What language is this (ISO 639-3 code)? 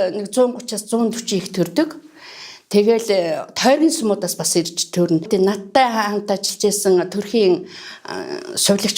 mon